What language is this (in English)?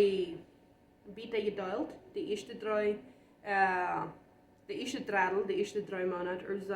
Plautdietsch